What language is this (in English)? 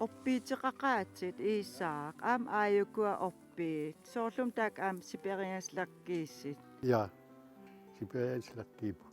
Kalaallisut